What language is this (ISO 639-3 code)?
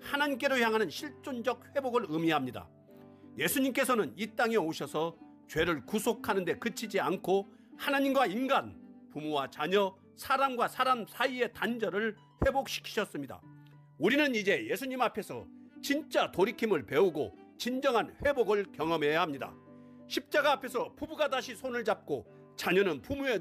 kor